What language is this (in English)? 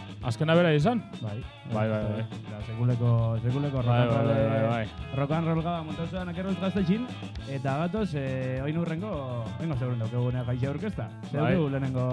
Basque